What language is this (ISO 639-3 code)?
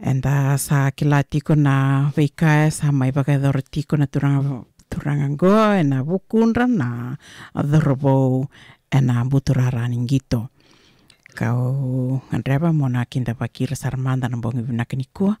fij